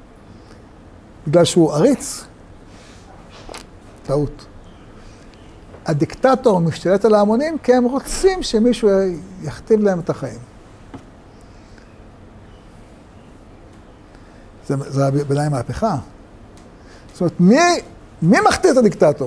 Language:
Hebrew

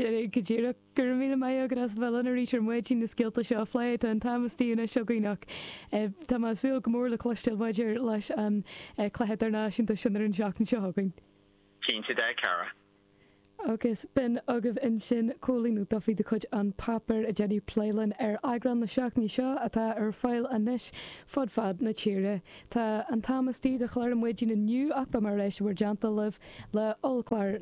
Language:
Irish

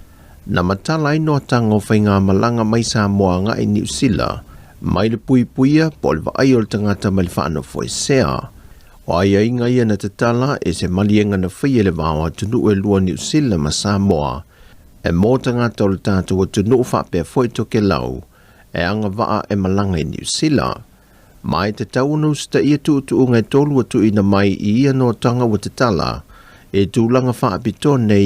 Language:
Samoan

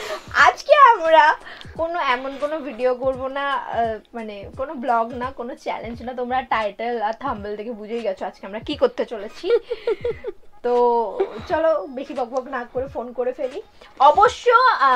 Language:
Bangla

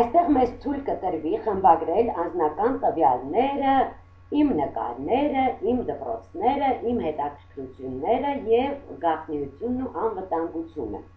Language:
Armenian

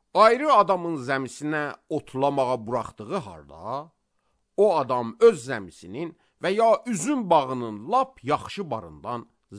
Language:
Azerbaijani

